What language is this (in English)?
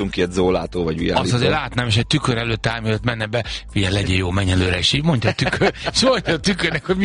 Hungarian